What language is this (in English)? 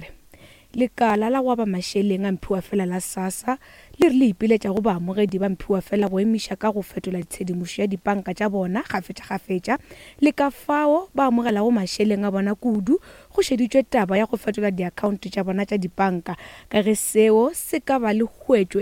Northern Sotho